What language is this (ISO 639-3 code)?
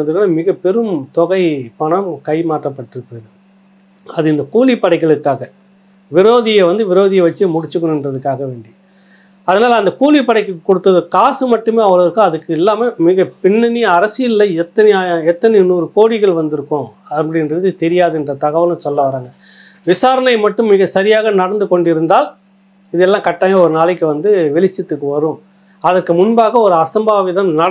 tam